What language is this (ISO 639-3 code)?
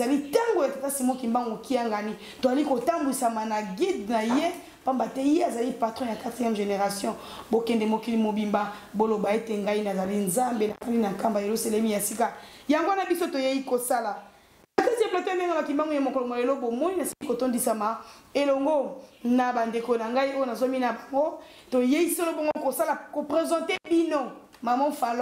lin